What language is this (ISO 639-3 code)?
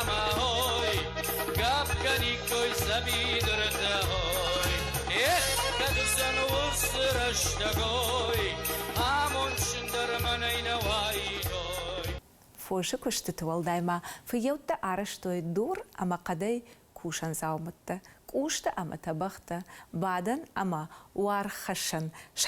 oss